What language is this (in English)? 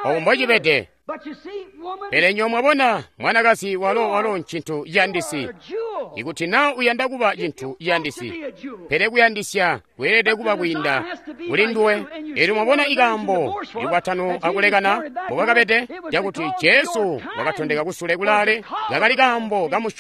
Tonga (Zambia)